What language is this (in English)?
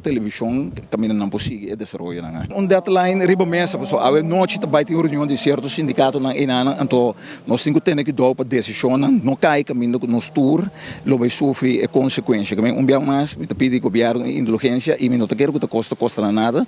Papiamento